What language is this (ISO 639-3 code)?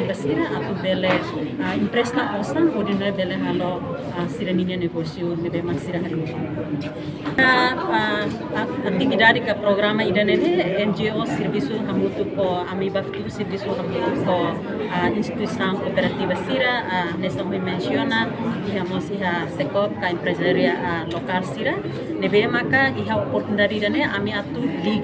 tet